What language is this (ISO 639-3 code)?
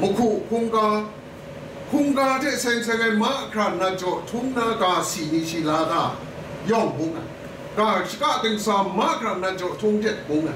kac